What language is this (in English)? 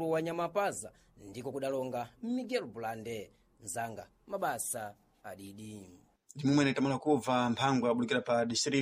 Sena